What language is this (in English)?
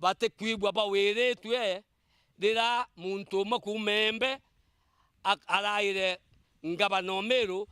Meru